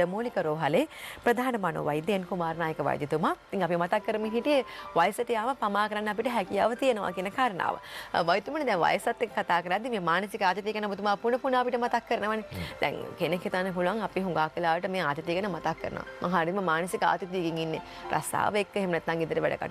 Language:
Sinhala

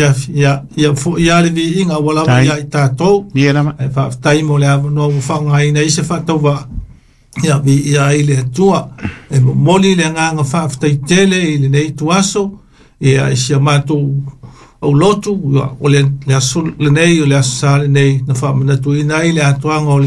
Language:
Samoan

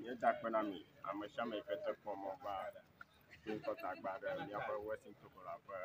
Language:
Ewe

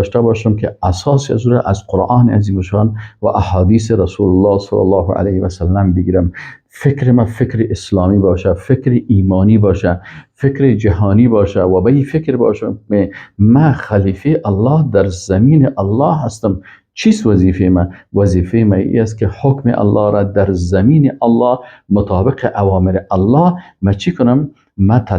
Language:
Persian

